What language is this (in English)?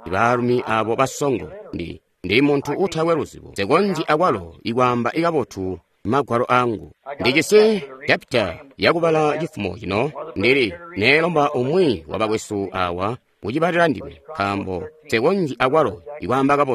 Tonga (Zambia)